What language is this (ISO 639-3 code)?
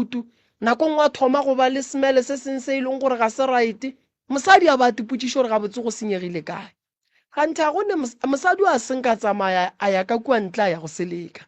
nso